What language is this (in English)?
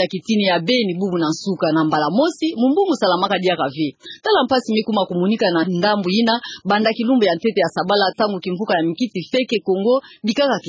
Kituba (Democratic Republic of Congo)